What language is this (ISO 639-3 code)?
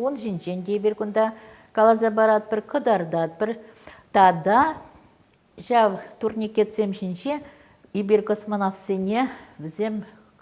chv